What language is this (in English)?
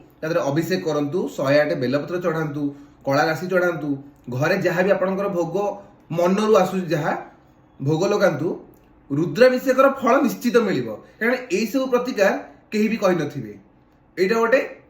Odia